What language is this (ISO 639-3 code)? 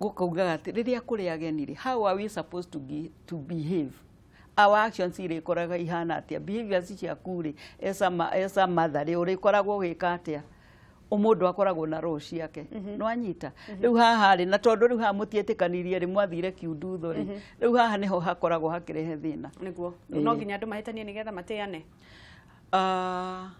kik